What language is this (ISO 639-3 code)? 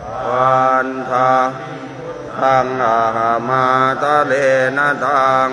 pli